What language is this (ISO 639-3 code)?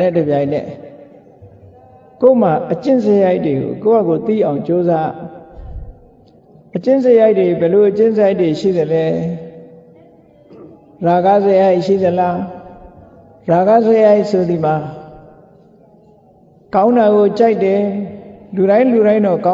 mya